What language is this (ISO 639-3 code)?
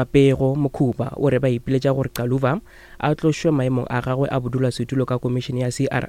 nso